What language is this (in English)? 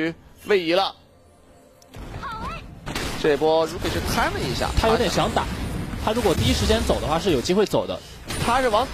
Chinese